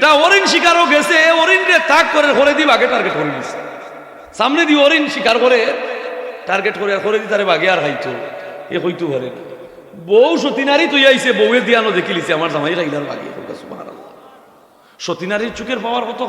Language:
Sylheti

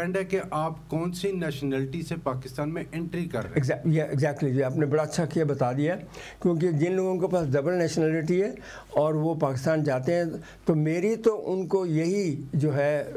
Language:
Urdu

